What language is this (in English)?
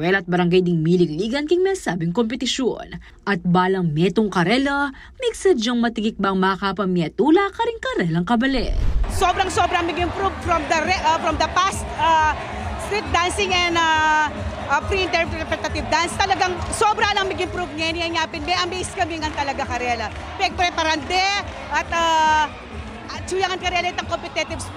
Pampanga